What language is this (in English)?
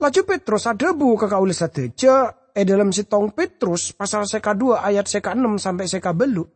Madurese